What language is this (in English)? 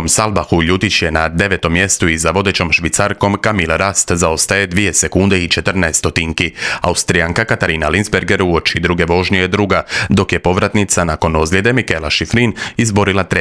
Croatian